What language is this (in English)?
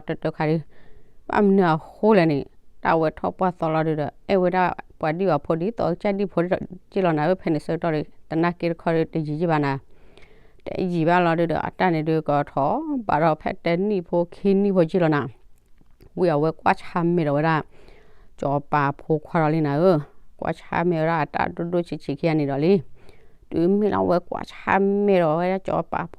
S'gaw Karen